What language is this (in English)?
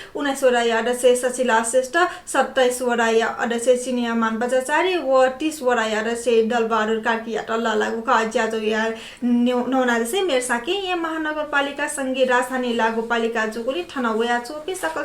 Newari